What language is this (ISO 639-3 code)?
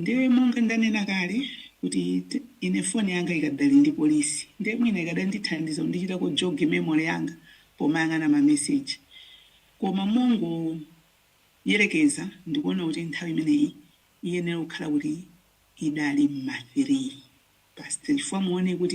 nya